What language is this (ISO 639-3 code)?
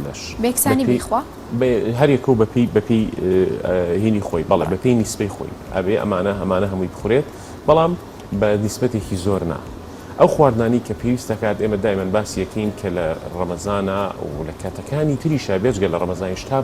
ckb